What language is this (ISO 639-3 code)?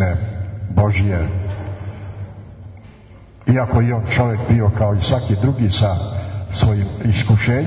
srp